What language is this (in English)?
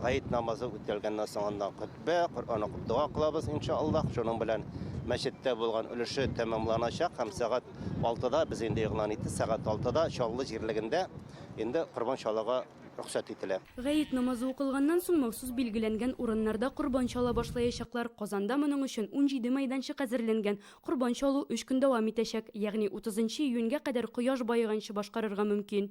Tatar